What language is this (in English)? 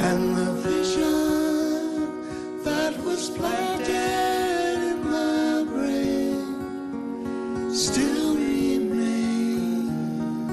English